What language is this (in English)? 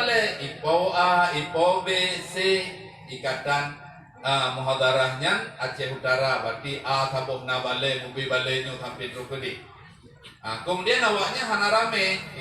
Achinese